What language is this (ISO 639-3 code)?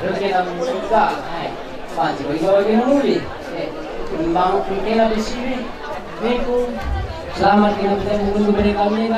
btx